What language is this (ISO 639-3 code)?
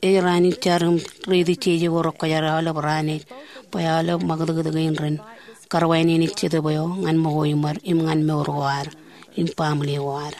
mah